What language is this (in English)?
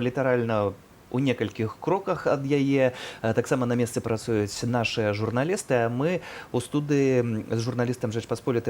Belarusian